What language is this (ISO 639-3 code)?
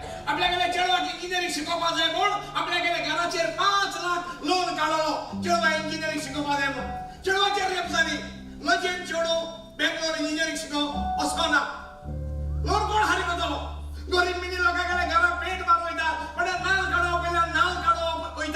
kok